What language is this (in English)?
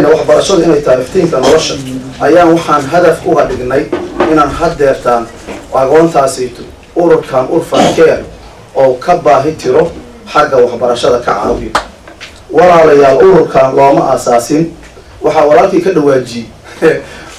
Somali